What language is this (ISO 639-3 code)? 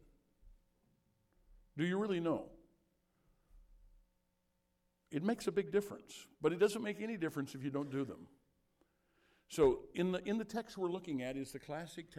eng